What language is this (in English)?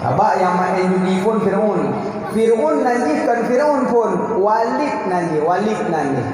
Achinese